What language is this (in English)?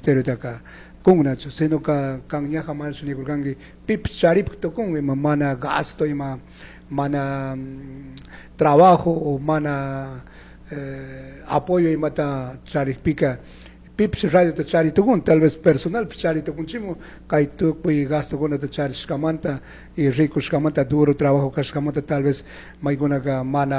Chimborazo Highland Quichua